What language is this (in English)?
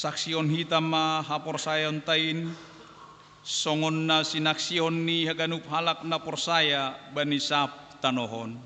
Batak Simalungun